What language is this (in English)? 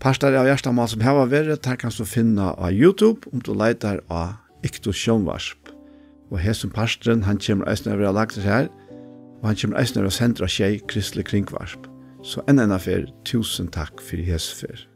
Faroese